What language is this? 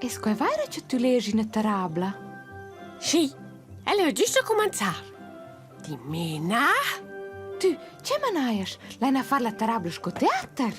Romansh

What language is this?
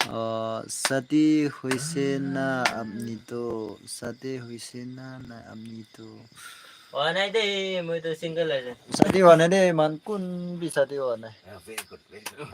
Naga Pidgin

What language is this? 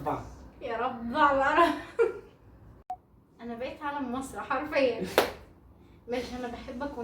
Egyptian Arabic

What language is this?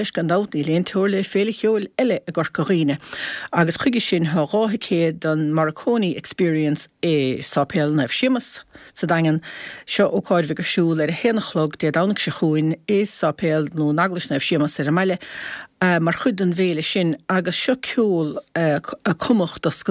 Irish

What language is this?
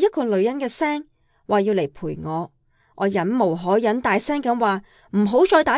Cantonese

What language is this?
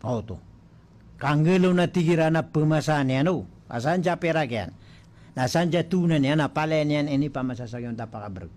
Maranao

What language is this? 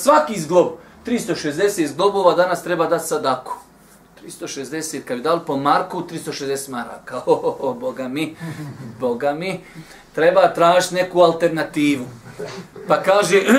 Bosnian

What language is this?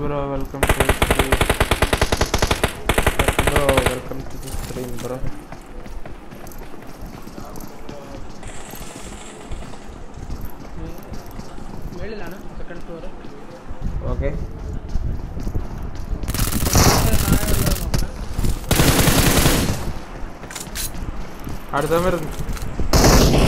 Malayalam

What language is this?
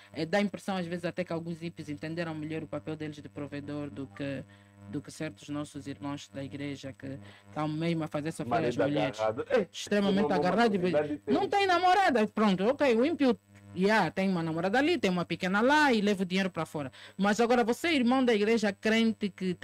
Portuguese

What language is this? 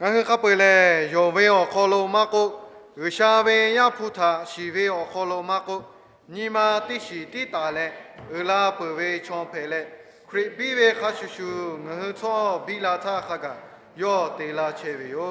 Lahu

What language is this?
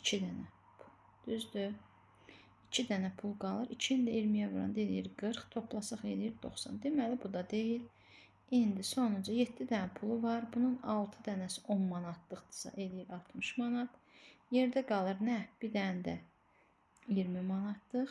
Azerbaijani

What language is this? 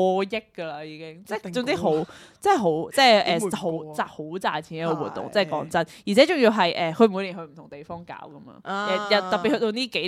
Cantonese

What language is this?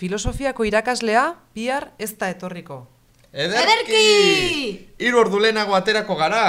Basque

